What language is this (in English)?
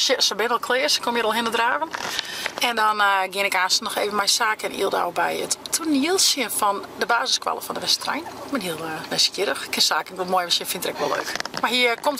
Western Frisian